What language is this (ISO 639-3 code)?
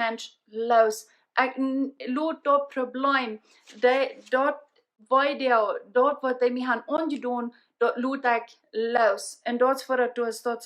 pdt